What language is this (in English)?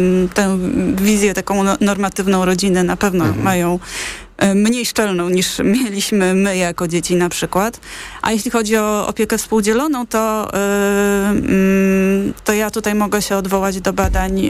Polish